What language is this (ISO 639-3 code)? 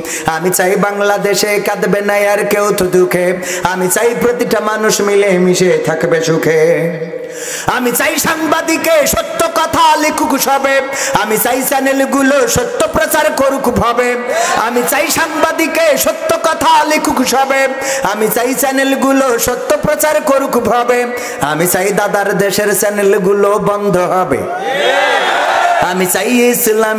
ben